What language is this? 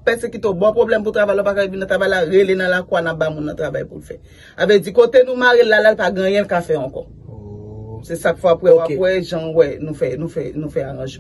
Haitian Creole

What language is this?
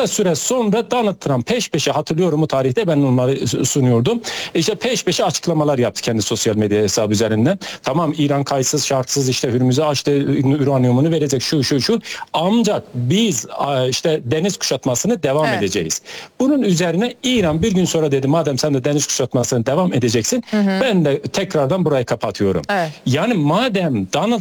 Turkish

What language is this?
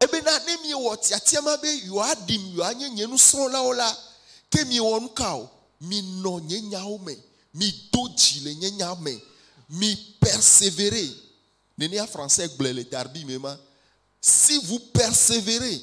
Ewe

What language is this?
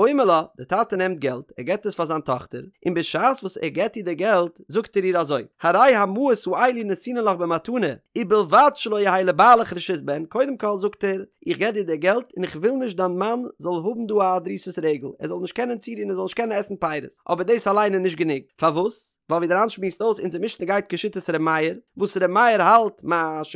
Yiddish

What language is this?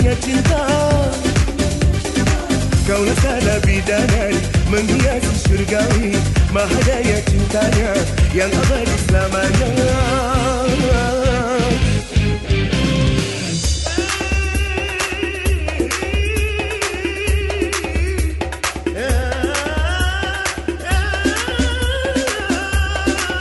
Malay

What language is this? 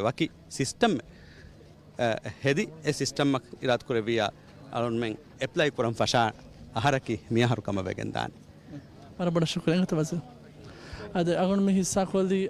Divehi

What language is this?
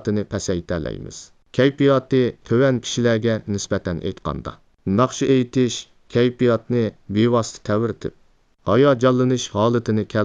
Uyghur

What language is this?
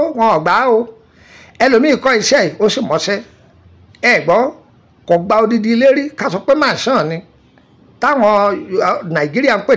Yoruba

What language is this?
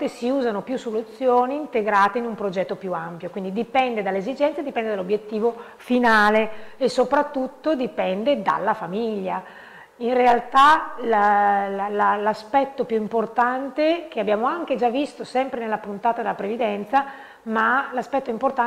Italian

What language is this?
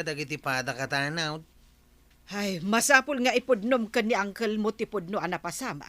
Iloko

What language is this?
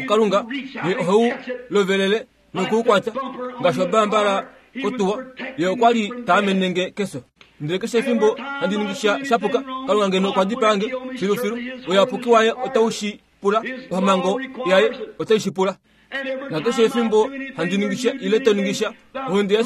Kuanyama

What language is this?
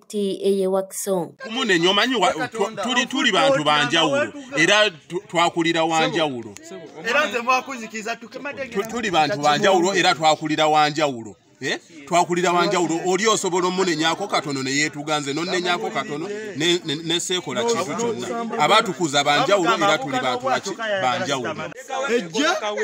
Ganda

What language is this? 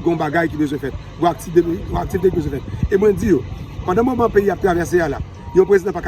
Haitian Creole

